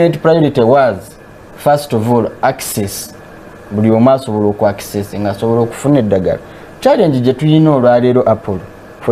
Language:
Ganda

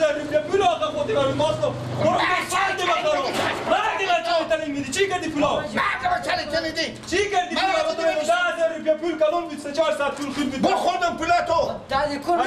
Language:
Persian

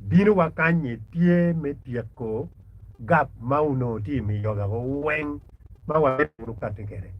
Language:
Acoli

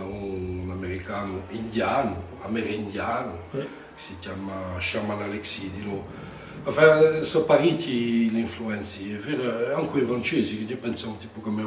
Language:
Corsican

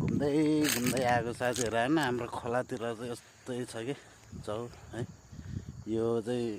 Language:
Nepali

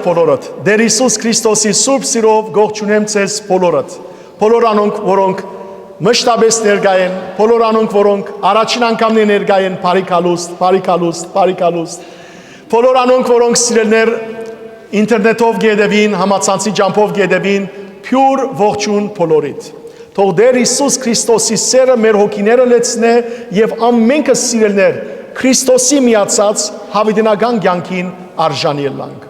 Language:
Western Armenian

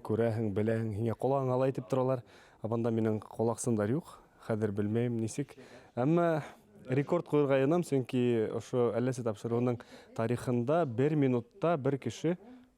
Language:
Bashkir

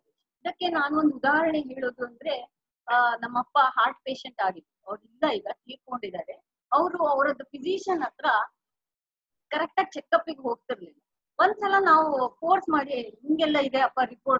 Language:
Kannada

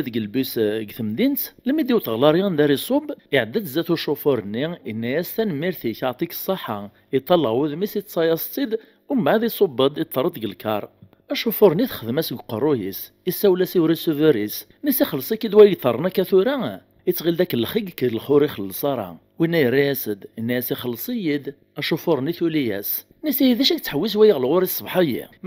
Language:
Kabyle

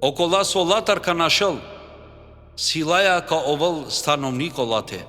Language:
Balkan Romani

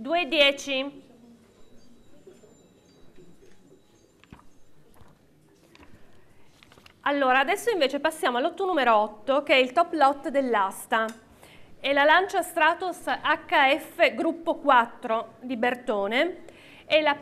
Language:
Italian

